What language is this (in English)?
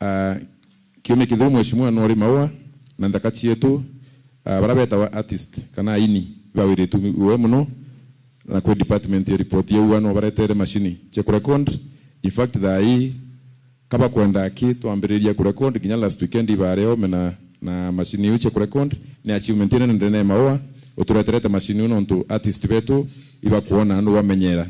Meru